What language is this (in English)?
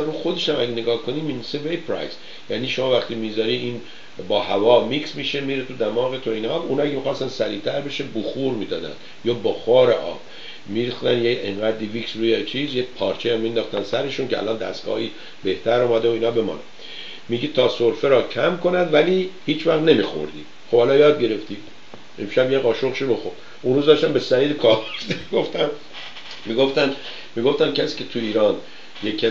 Persian